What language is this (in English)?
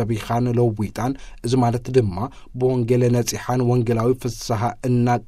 Tigrinya